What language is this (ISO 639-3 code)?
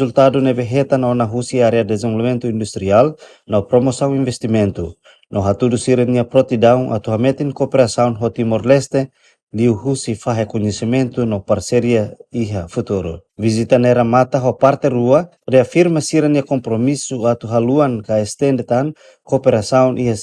tet